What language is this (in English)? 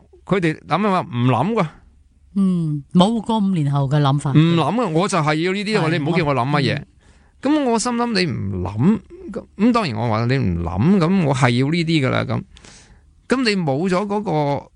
Cantonese